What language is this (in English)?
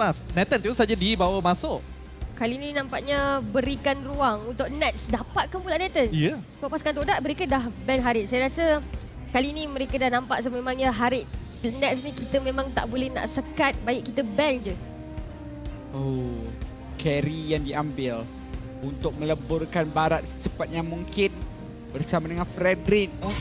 Malay